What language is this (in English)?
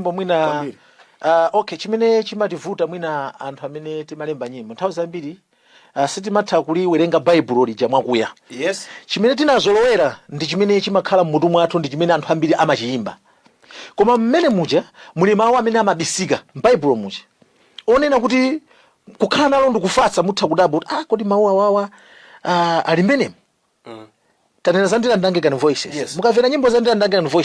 Nyanja